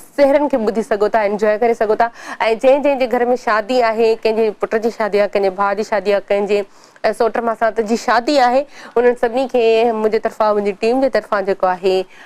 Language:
Sindhi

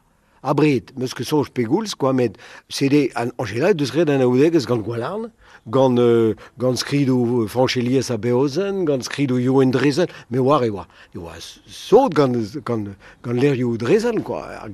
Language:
Breton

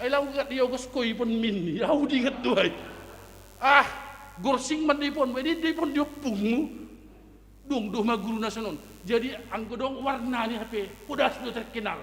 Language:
Batak Simalungun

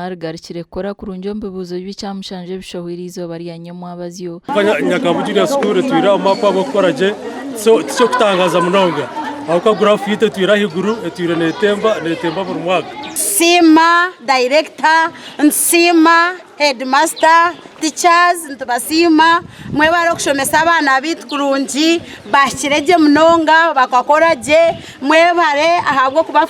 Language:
Nyankole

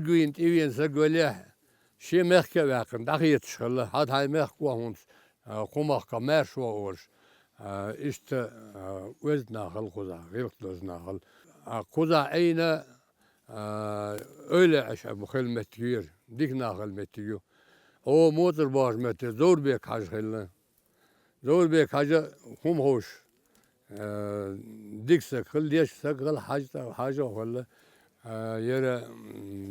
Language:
Chechen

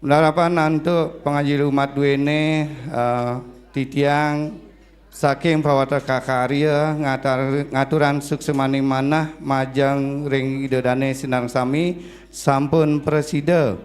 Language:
Balinese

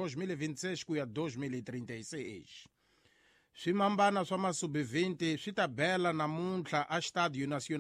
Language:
Tsonga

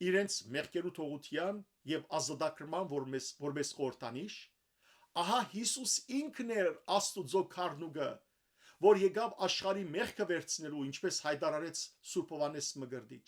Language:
Western Armenian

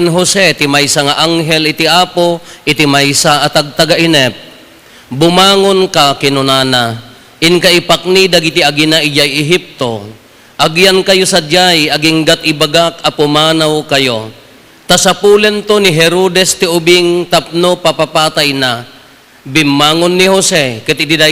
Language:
Iloko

